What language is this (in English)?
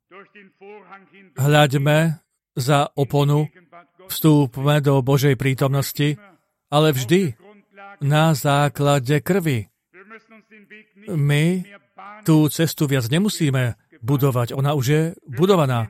Slovak